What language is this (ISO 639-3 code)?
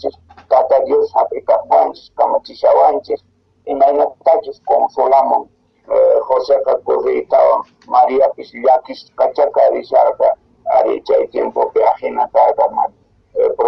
que